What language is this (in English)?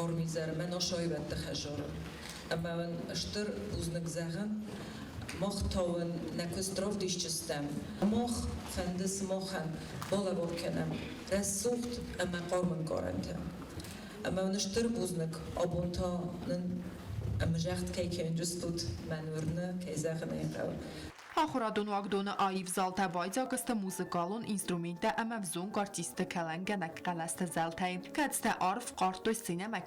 Ossetic